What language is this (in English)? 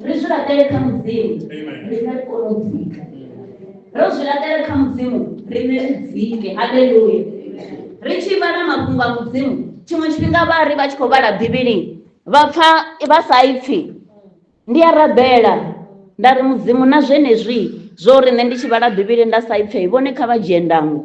Venda